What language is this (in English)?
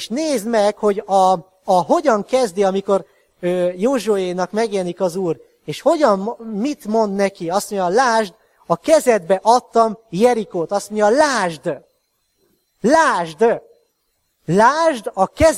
Hungarian